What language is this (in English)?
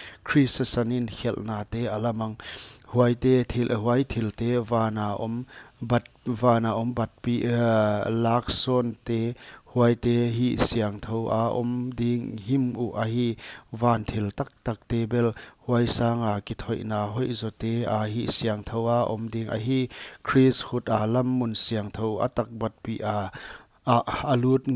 Paite Chin